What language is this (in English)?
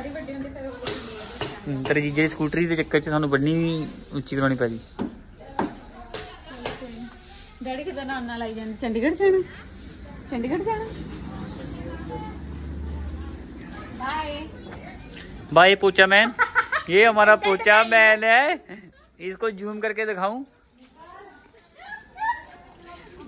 Punjabi